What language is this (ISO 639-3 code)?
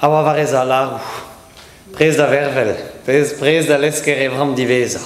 bre